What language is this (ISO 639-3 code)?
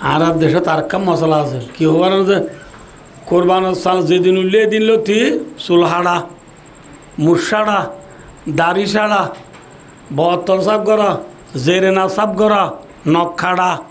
rhg